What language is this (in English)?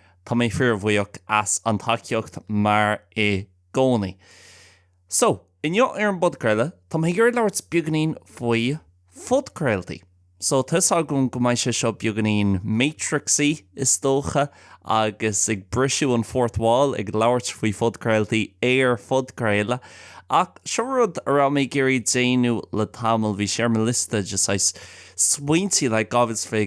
Irish